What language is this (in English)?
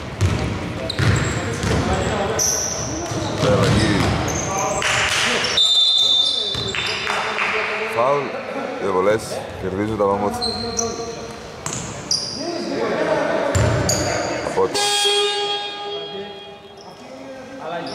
Greek